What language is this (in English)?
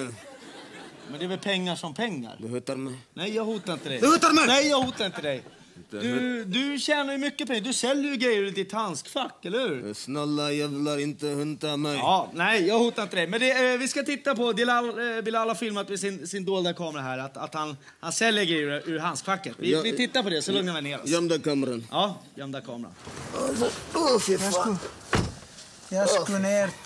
Swedish